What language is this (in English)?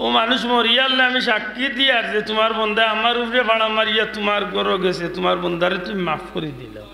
Sylheti